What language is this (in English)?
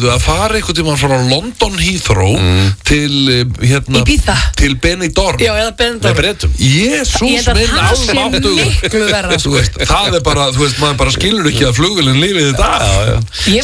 Icelandic